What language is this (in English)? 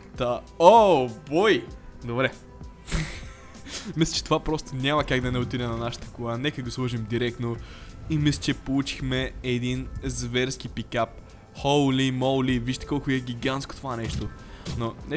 Bulgarian